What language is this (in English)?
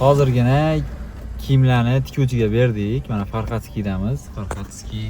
Uzbek